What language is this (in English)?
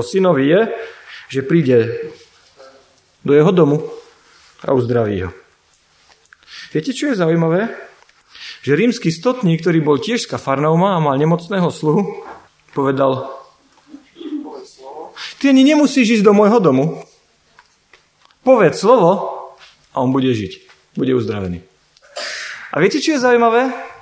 Slovak